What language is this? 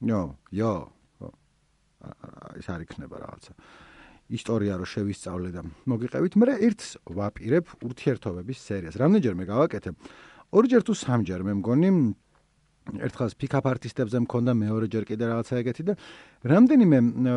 Georgian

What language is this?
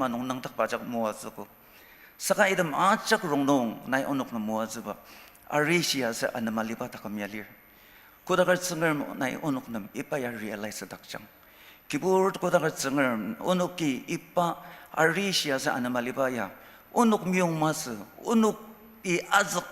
Ao Naga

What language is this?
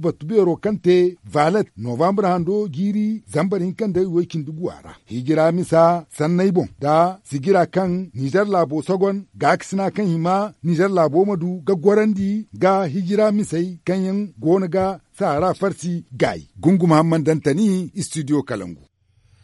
Zarma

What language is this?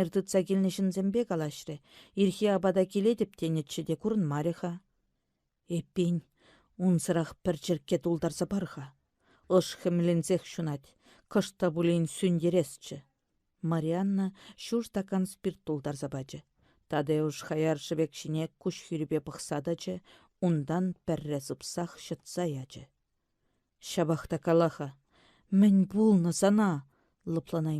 Chuvash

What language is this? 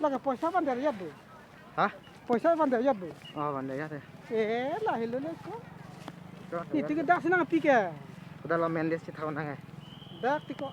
Karbi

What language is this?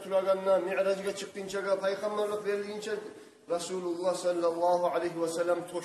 Kumyk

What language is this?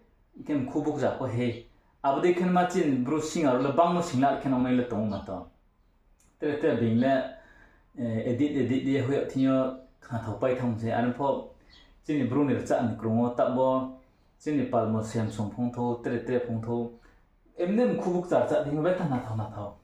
Riang (India)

